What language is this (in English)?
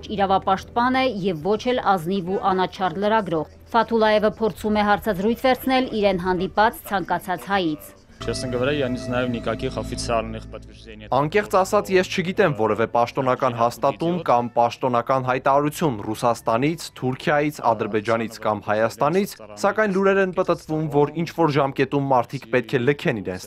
Armenian